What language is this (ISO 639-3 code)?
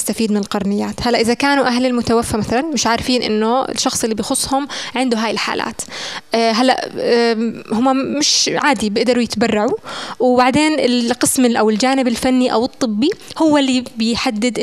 apc